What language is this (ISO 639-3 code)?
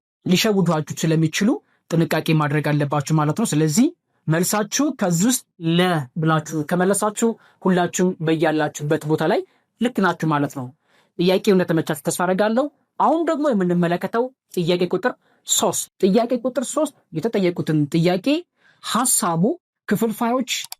amh